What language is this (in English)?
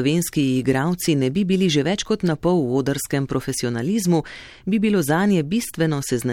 Slovenian